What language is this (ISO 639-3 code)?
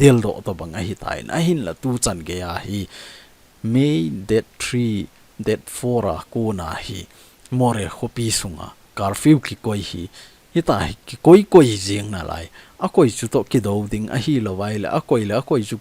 tcz